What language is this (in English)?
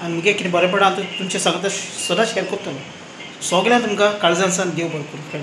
Konkani